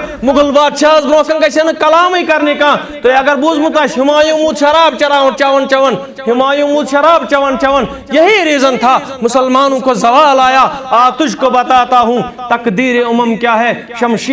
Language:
Kashmiri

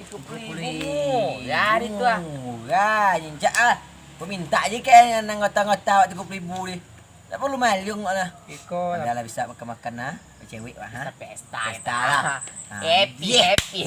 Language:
Minangkabau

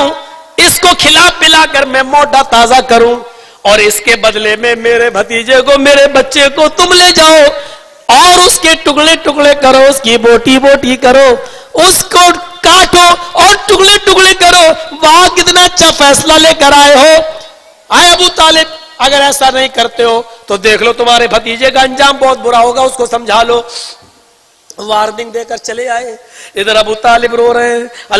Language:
Urdu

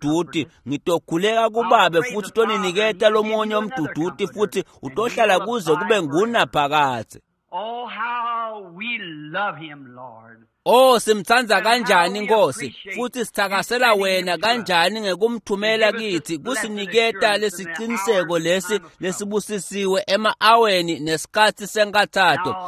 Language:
Swati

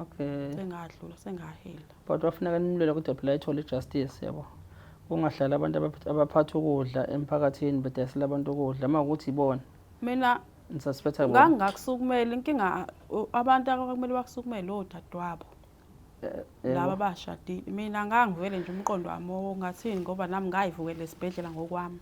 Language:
Zulu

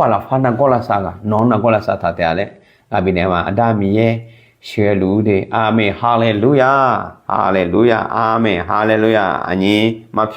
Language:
Akha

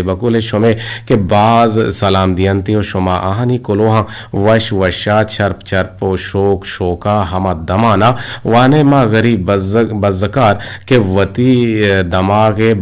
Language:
Eastern Balochi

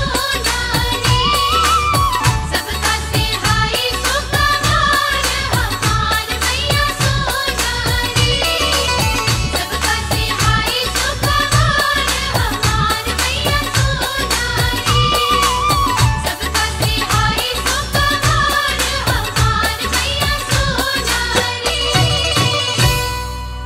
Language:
Bhojpuri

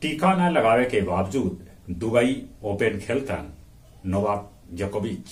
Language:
Magahi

